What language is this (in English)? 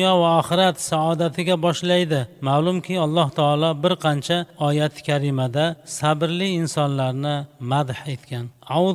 Uzbek